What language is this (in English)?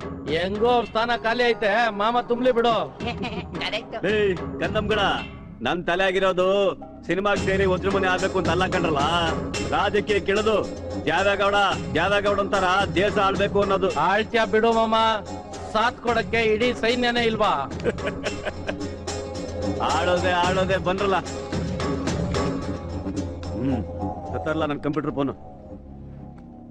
Kannada